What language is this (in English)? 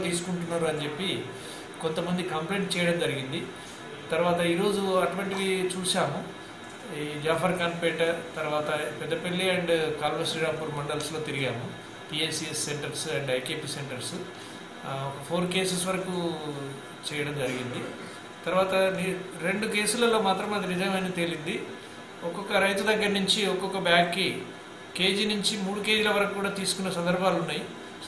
Telugu